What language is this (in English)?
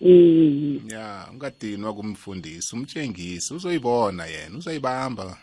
South Ndebele